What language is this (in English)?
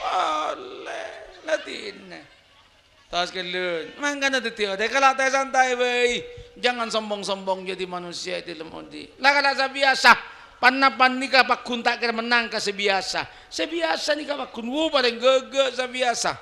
Madurese